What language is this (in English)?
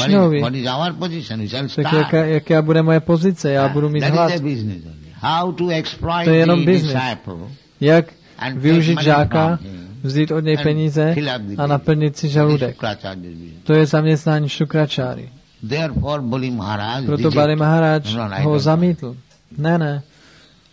Czech